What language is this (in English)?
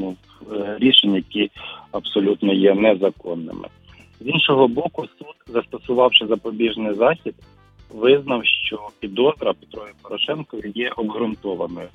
Ukrainian